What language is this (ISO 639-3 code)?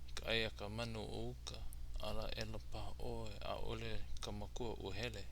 haw